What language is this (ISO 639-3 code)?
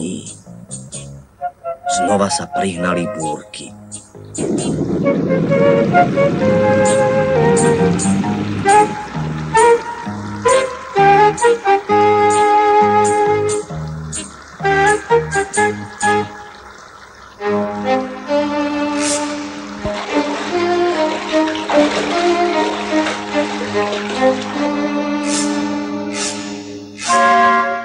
slk